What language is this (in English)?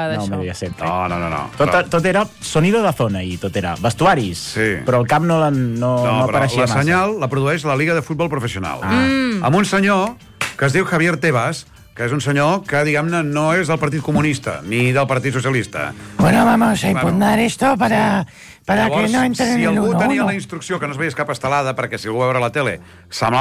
Catalan